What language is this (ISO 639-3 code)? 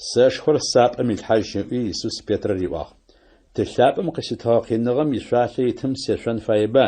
ady